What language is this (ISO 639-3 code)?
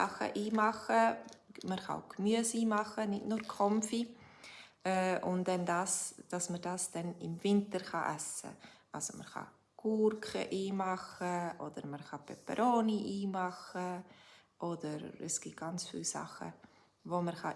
gsw